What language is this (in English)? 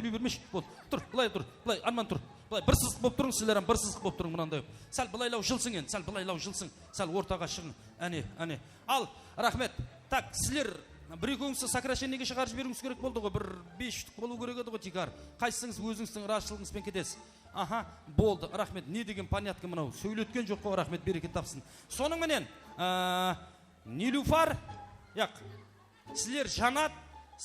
Kara-Kalpak